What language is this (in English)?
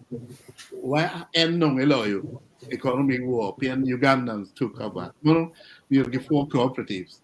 Acoli